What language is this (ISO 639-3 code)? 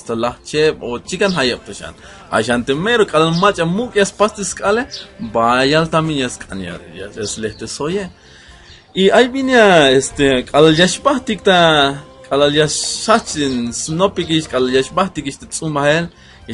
tzh